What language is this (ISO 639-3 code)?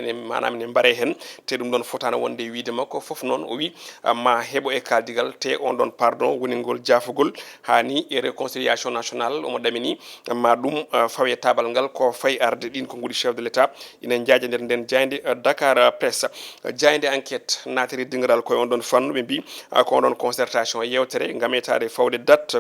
ful